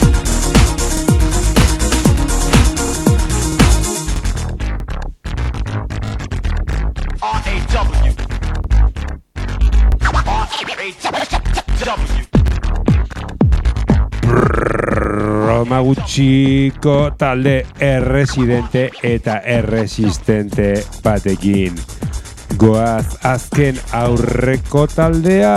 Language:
Basque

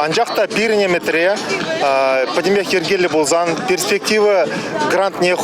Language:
Chuvash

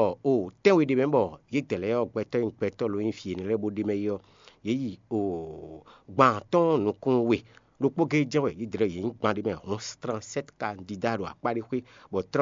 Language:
Fon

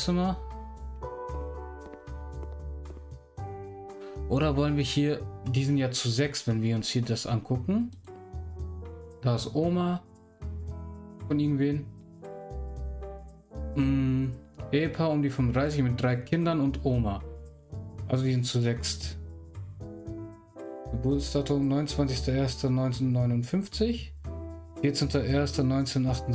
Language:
German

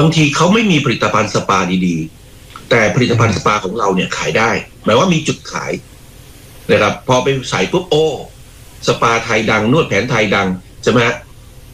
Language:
Thai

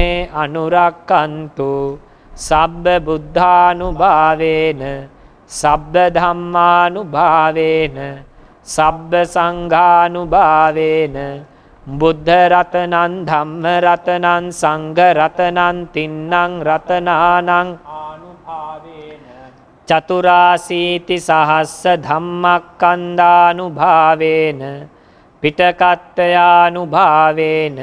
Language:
Pali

